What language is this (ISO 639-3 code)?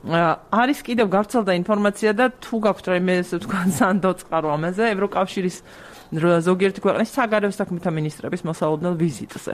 kat